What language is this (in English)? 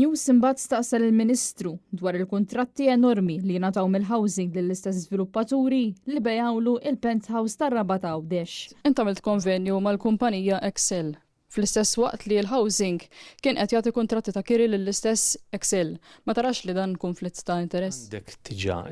Maltese